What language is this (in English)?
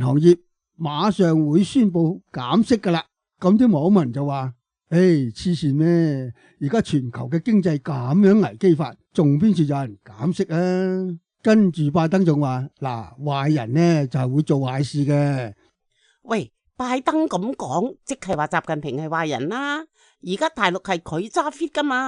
Cantonese